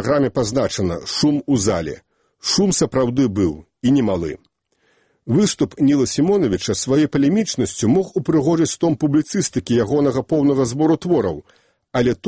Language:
Belarusian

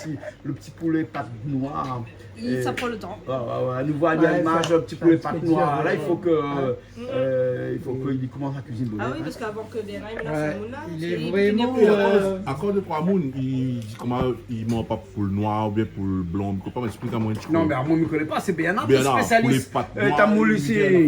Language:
Réunion Creole French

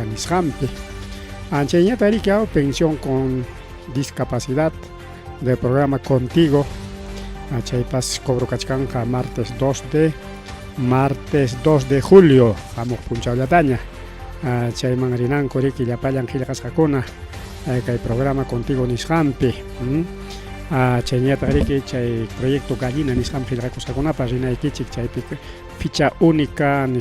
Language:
Ayacucho Quechua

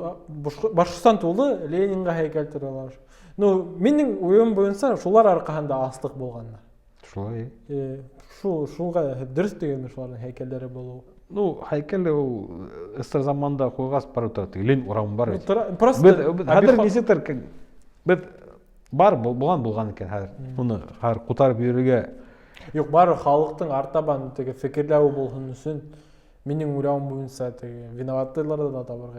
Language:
Bashkir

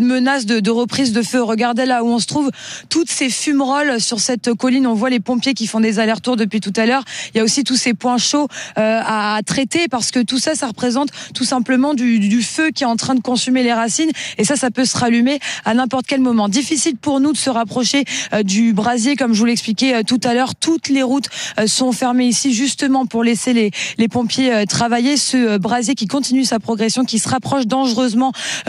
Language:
French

